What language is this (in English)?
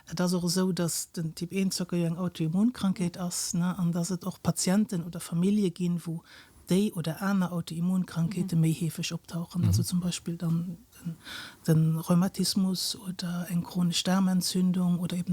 Luxembourgish